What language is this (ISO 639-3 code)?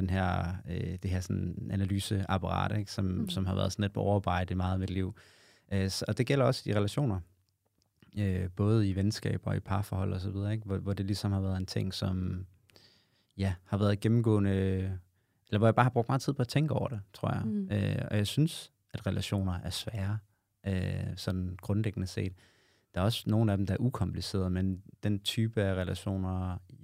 dan